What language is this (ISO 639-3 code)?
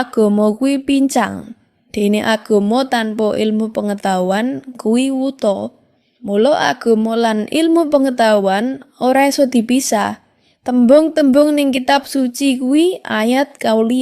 jav